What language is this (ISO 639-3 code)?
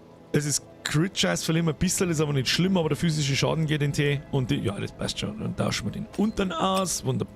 bar